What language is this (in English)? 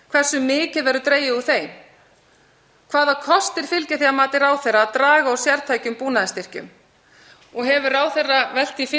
Icelandic